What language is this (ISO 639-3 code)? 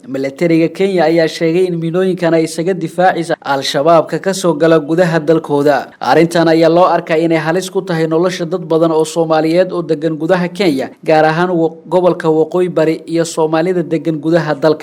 som